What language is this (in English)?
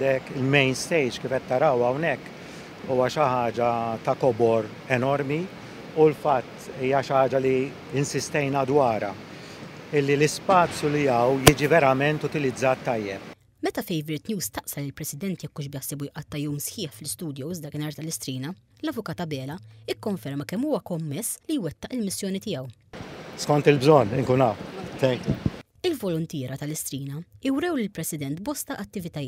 Maltese